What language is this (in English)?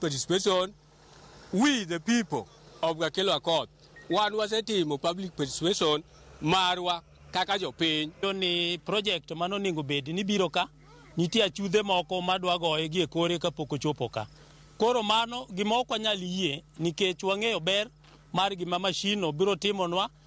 Luo (Kenya and Tanzania)